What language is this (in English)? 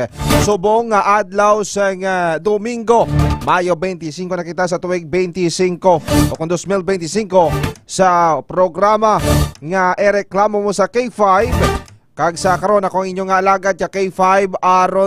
Hiligaynon